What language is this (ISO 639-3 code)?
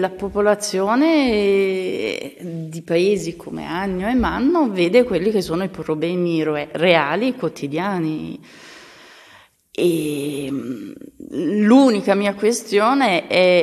ita